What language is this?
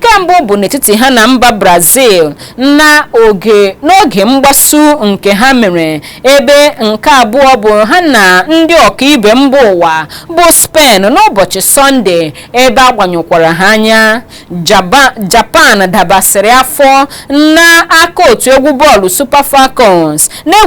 Igbo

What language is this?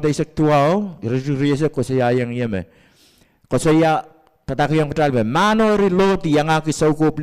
Pohnpeian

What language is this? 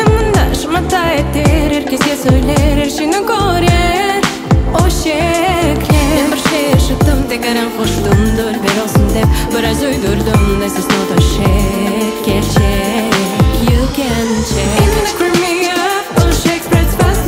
Crimean Tatar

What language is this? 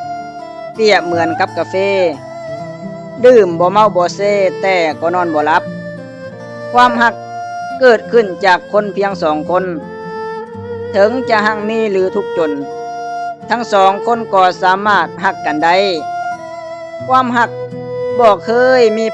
Lao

